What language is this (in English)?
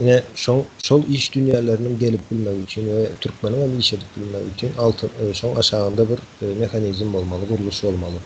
Turkmen